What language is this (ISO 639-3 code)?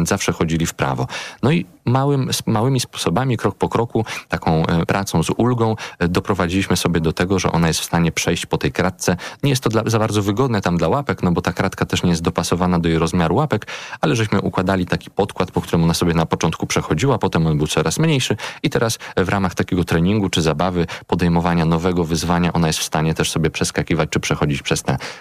pol